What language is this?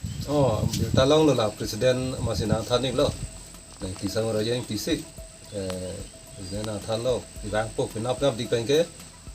Karbi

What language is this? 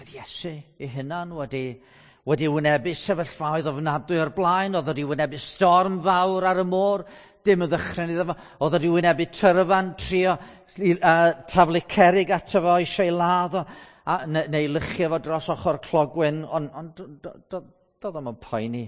Welsh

